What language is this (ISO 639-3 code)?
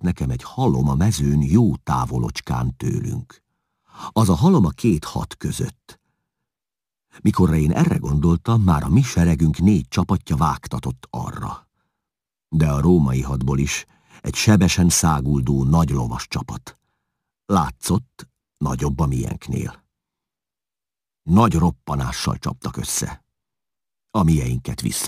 hun